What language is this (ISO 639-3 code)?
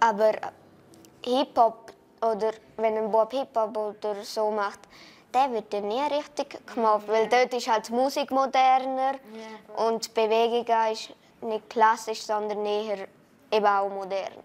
roh